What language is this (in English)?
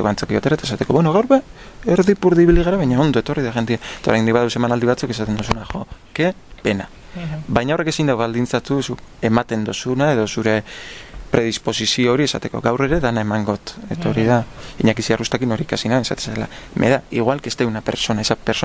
Basque